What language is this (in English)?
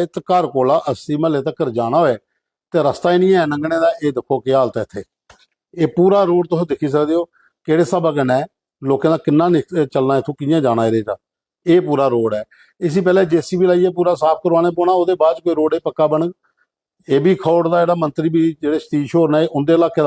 Dogri